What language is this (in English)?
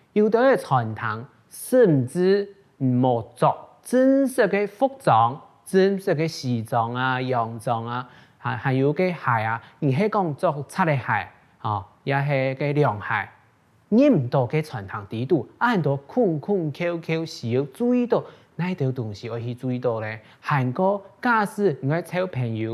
Hakka Chinese